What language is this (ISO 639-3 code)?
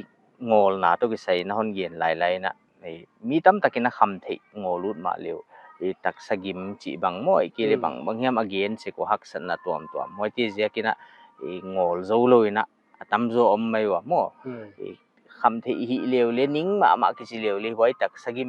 pck